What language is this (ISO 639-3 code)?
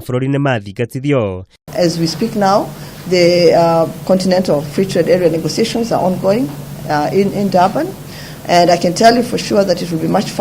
kik